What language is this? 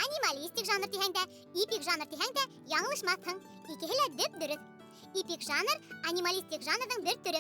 Bashkir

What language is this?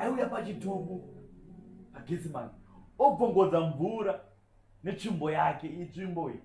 Shona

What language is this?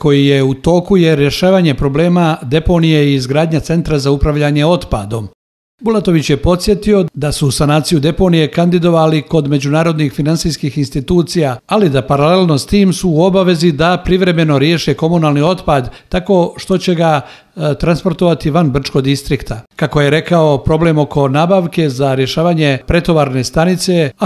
Bosnian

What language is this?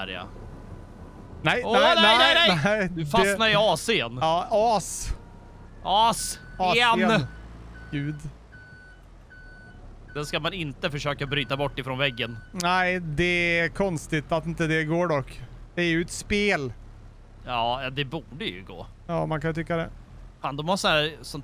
Swedish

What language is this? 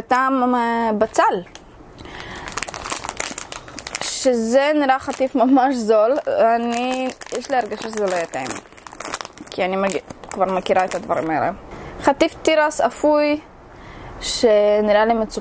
Hebrew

